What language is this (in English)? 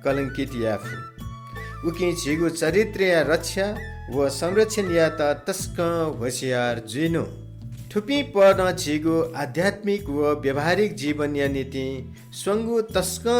Newari